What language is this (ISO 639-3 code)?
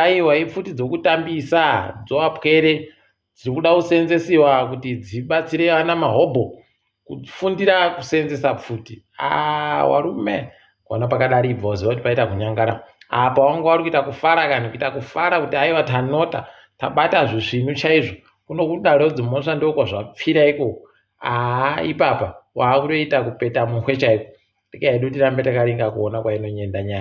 ndc